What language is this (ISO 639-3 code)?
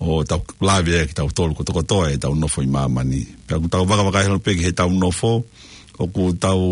ton